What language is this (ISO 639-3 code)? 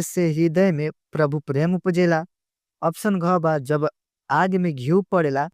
bho